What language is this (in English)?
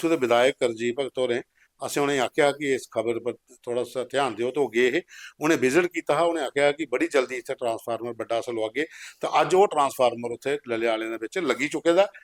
Dogri